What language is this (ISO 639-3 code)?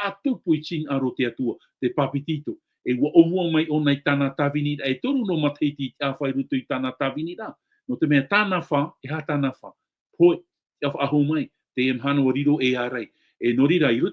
tah